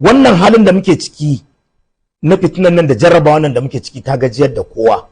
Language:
Hausa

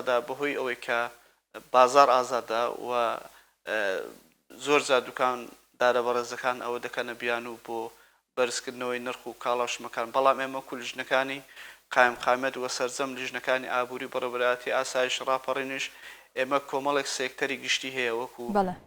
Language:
Central Kurdish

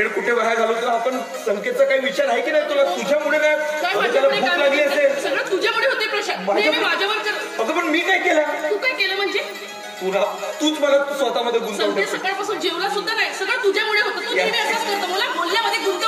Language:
Marathi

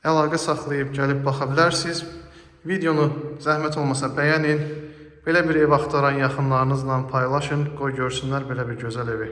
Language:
Azerbaijani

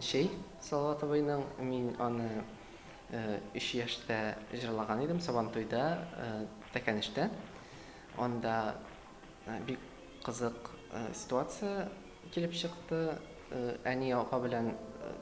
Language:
Tatar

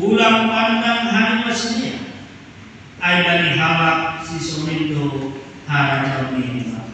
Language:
Batak Simalungun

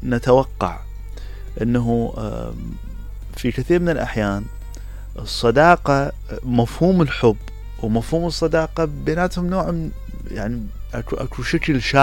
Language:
Mesopotamian Arabic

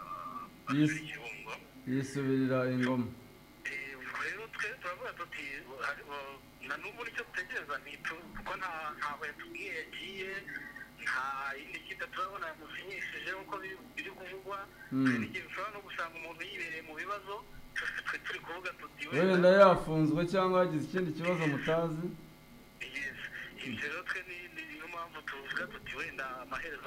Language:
Kinyarwanda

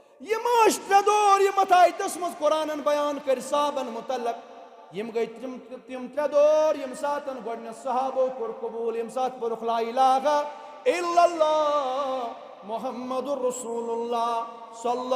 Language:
Kashmiri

